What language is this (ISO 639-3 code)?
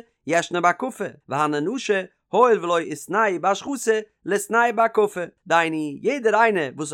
yid